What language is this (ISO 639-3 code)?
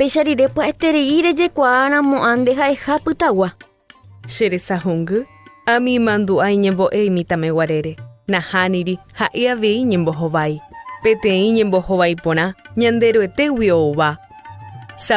grn